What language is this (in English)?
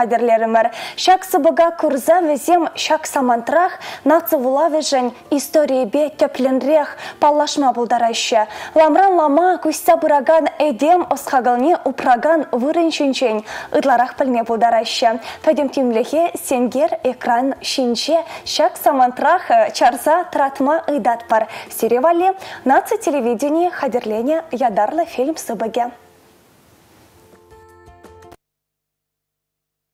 Chuvash